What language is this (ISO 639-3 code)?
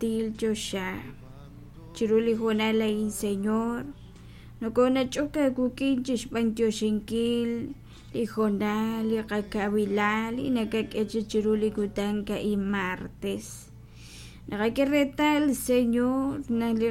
kek